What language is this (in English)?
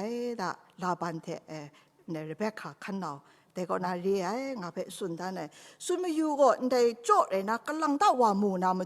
Kachin